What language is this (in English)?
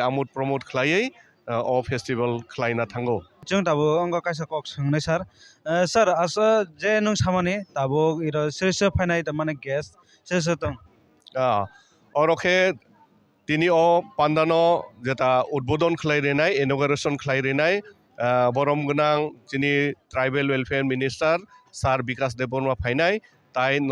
Kok Borok